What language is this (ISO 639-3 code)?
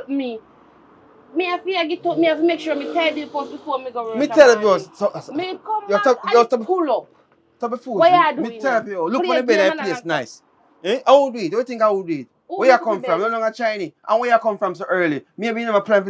jam